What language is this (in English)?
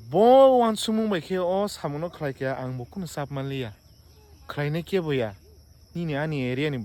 Kok Borok